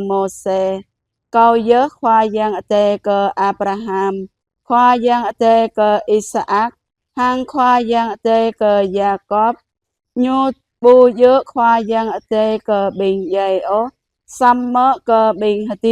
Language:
Jarai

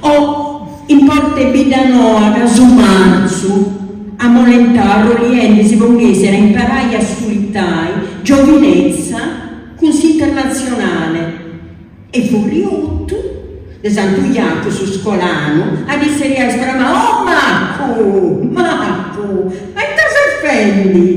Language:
Sardinian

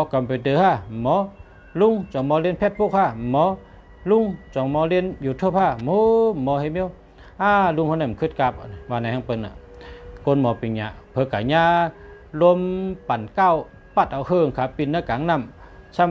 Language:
Shan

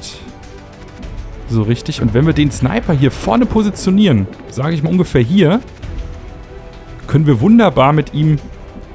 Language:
German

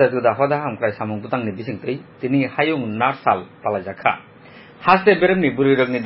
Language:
Kok Borok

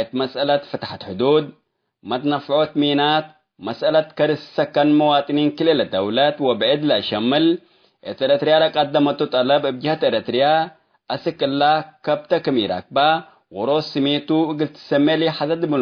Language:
Tigre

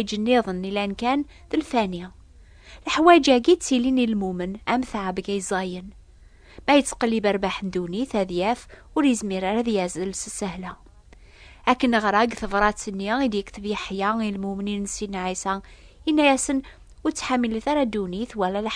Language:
Kabyle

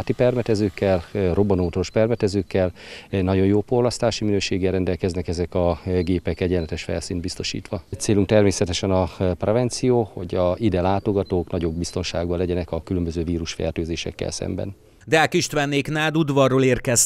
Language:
Hungarian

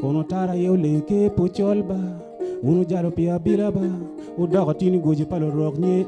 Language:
Acoli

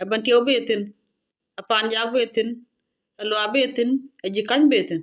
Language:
Nuer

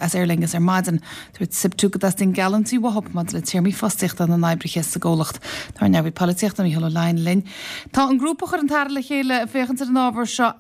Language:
Irish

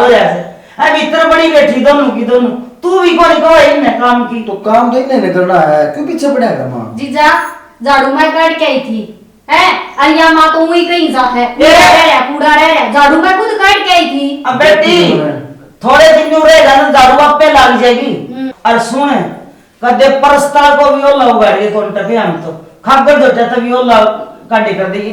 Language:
Haryanvi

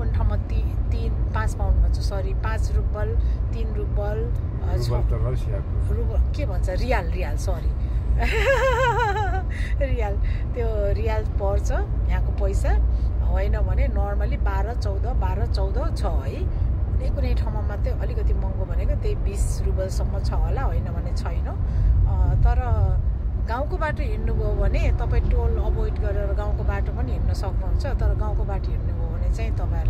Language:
Nepali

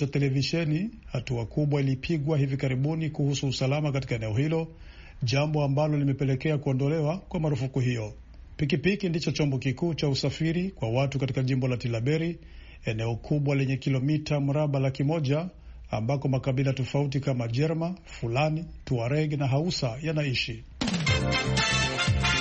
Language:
Swahili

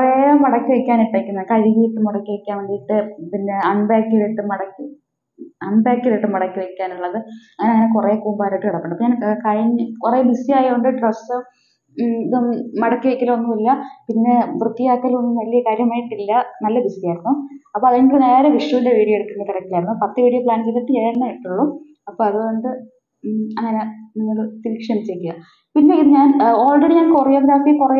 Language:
Malayalam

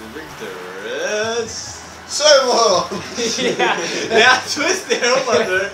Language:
Faroese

